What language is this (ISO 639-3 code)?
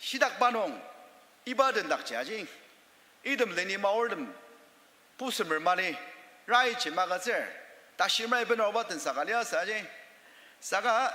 njo